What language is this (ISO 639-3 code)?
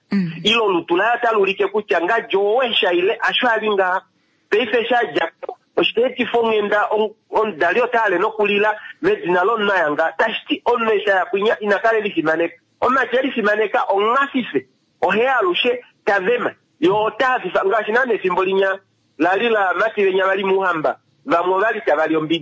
kua